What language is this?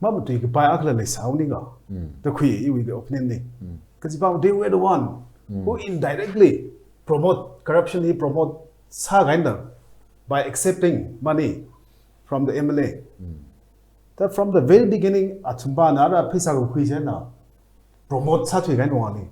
Tangkhul Naga (India)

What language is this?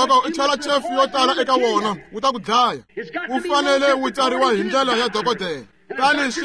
Tsonga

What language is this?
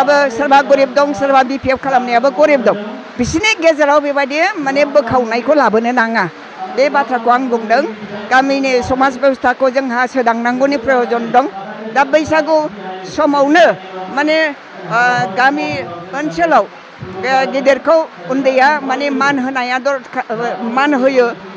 Bodo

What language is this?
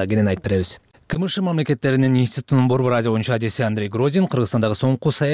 Kyrgyz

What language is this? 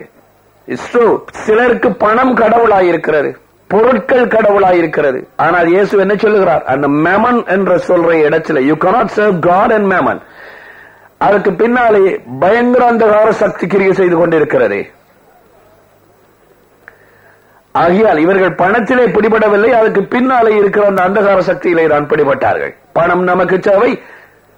Tamil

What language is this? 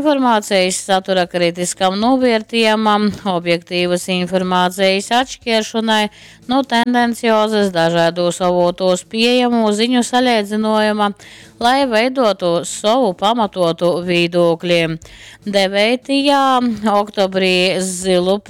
Latgalian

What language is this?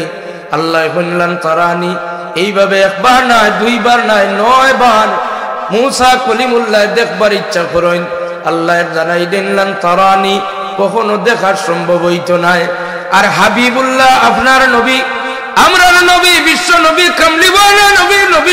Sylheti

